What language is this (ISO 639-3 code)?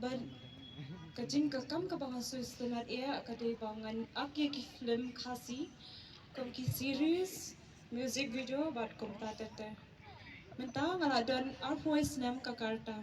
kha